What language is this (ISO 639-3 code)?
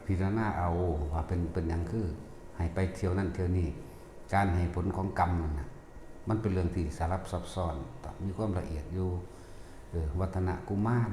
tts